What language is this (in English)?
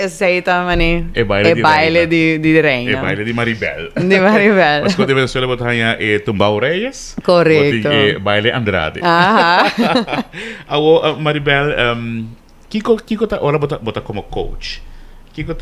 Papiamento